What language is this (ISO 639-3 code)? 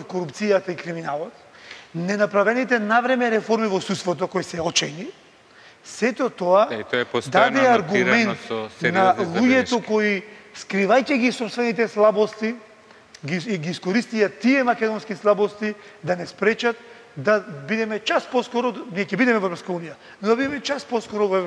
mkd